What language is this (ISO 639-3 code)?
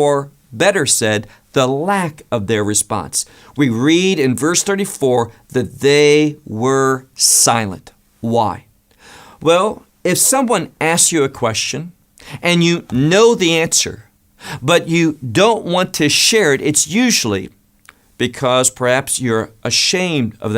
eng